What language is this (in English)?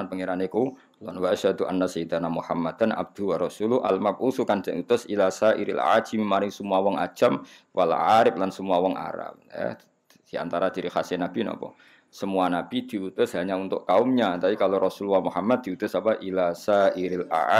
Javanese